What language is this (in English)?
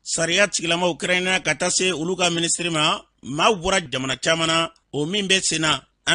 Bambara